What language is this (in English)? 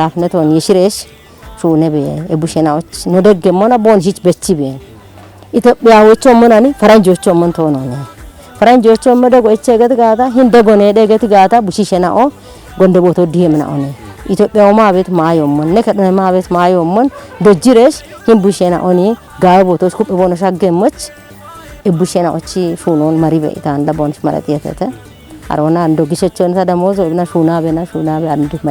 Kafa